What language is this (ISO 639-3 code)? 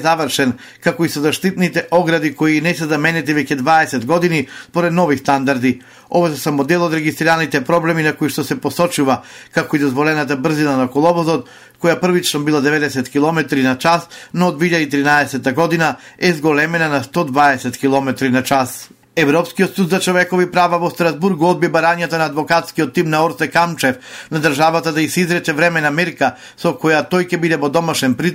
mkd